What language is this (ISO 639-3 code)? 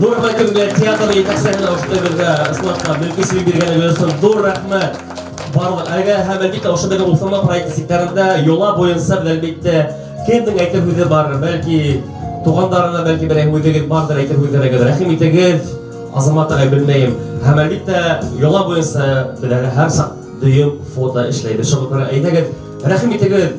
bak